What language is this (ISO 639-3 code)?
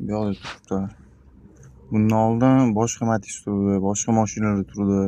uzb